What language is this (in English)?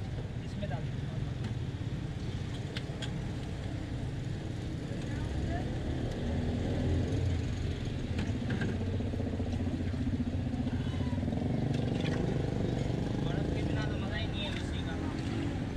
Hindi